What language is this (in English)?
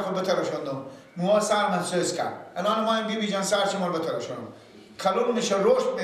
Persian